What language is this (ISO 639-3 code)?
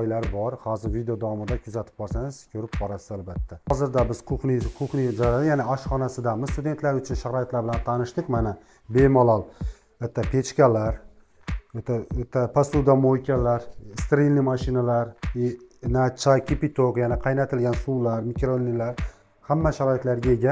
uzb